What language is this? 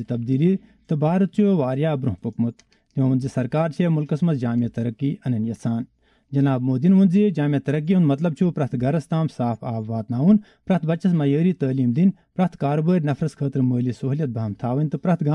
Kashmiri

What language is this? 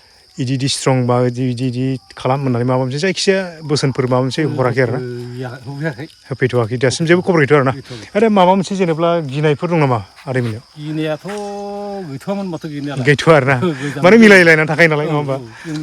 Bodo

